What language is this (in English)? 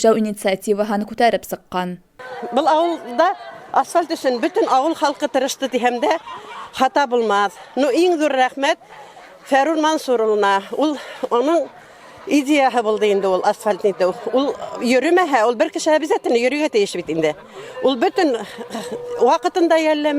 Bashkir